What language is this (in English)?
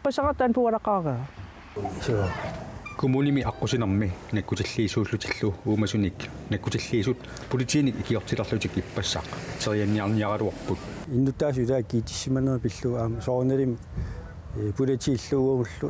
Kalaallisut